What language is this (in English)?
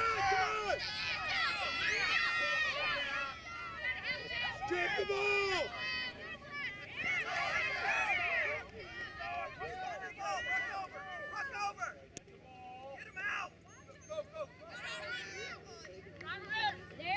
English